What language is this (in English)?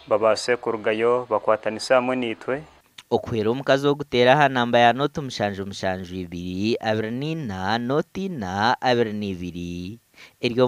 Nyankole